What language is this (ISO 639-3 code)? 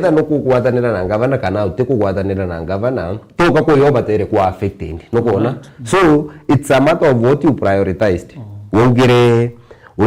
mer